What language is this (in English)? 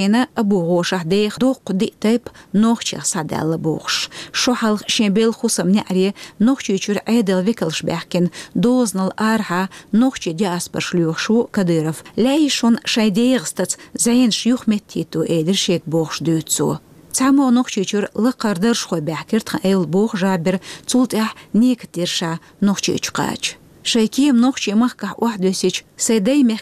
Chechen